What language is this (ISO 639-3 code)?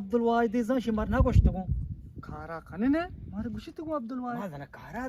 bgp